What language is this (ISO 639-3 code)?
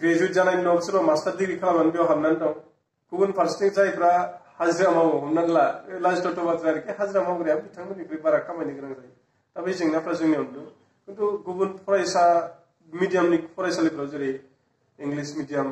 brx